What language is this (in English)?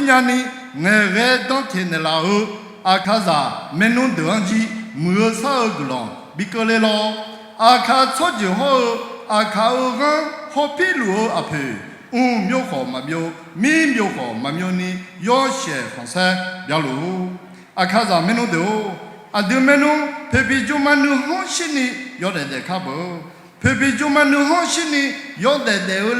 Akha